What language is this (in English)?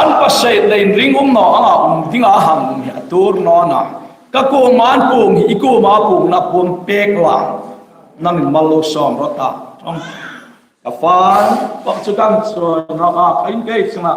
Hmar